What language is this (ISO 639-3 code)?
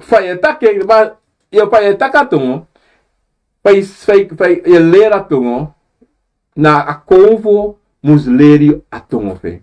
srn